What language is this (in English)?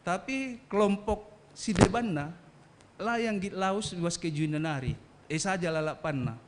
Batak Karo